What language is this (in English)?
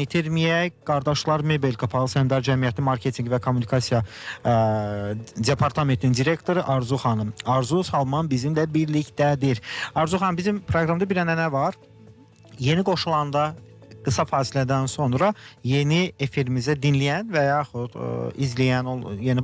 Azerbaijani